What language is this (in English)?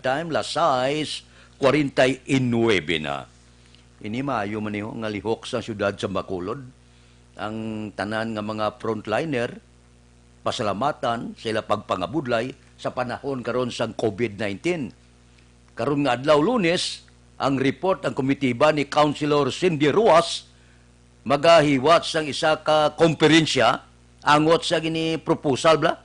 Hiligaynon